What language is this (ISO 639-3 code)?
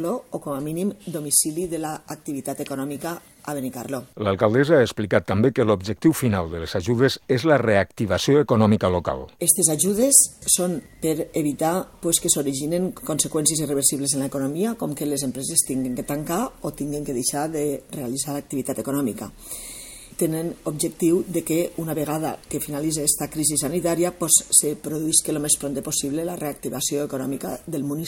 cat